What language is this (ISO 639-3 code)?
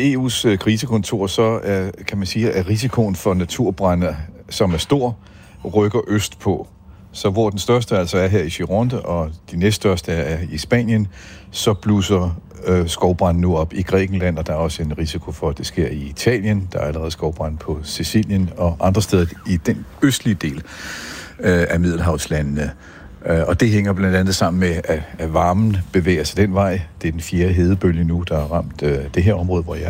dan